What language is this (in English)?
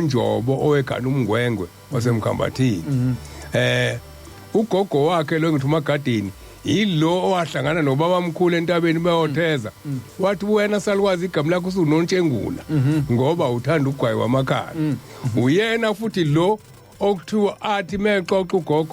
Zulu